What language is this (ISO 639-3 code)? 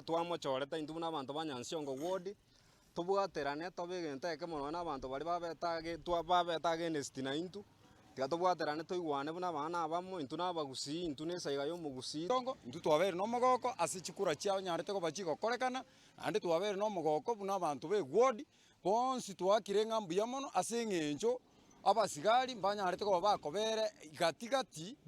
guz